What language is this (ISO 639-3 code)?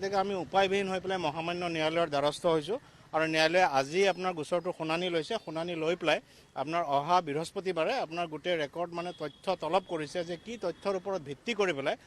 asm